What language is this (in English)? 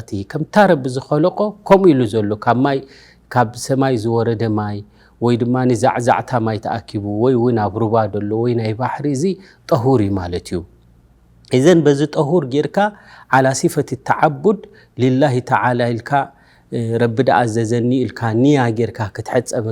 Tigrinya